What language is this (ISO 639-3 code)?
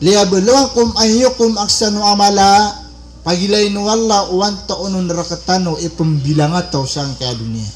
mrw